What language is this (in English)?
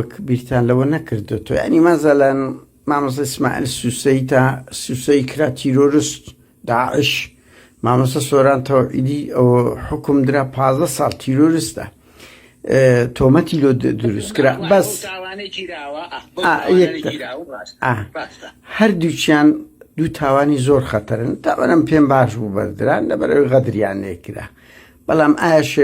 Central Kurdish